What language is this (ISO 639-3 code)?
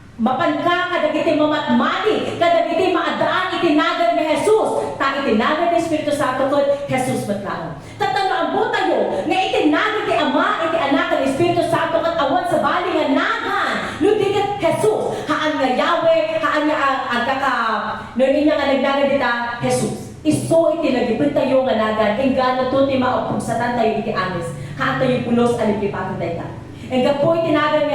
ilo